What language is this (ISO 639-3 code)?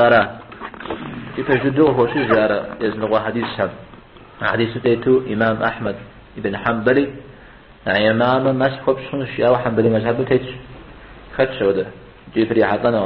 kbd